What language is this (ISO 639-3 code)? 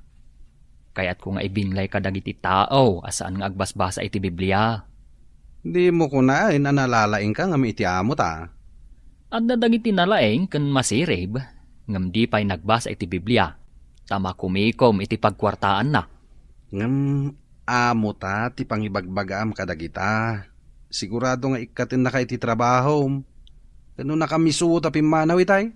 ilo